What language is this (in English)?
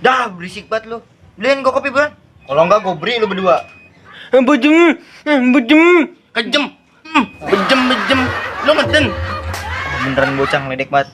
Betawi